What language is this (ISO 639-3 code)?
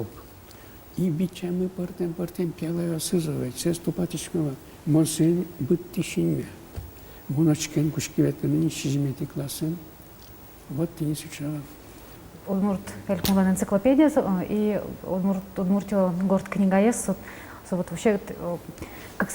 udm